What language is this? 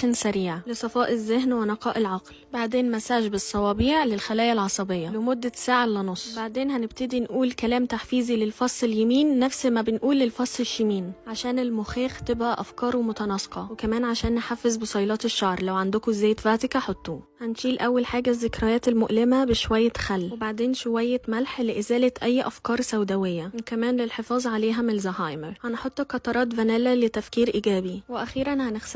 Egyptian Arabic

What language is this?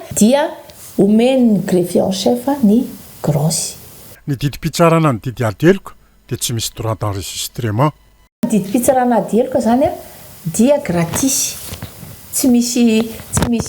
Malagasy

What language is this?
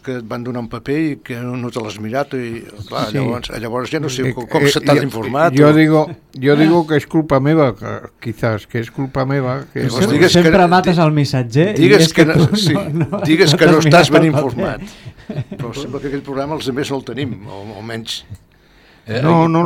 Catalan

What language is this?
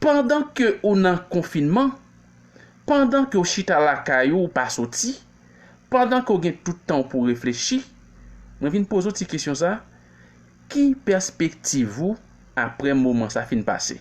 Haitian Creole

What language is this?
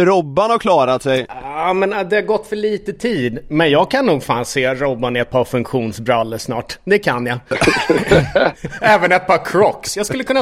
Swedish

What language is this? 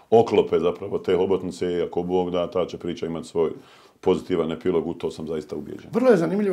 Bosnian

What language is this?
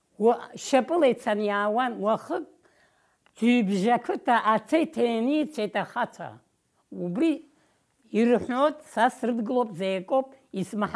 Abkhazian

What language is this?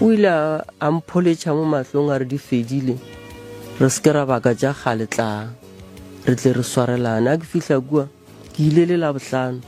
Northern Sotho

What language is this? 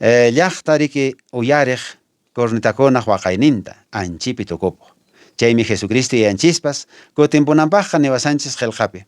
Quechua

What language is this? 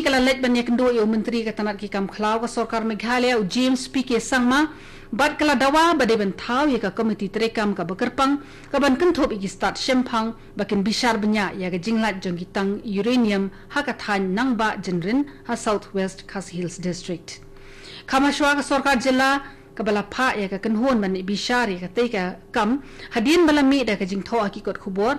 Khasi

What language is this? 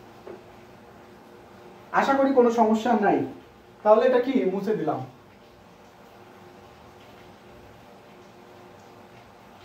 Bangla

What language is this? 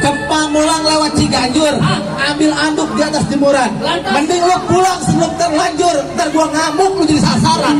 Betawi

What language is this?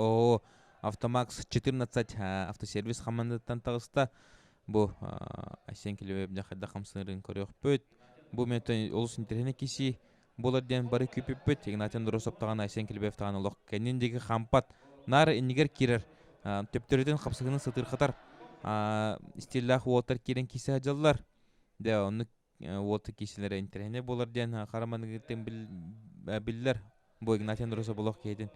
Yakut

